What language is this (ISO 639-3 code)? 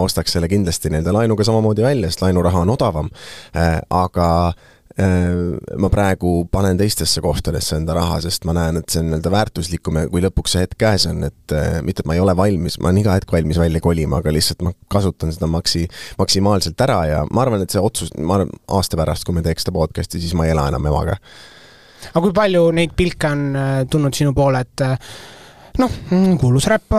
est